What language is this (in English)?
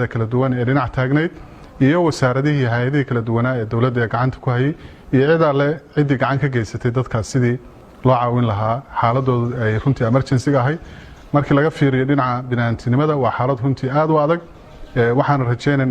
Somali